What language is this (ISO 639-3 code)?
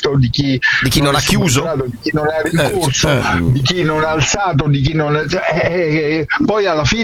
ita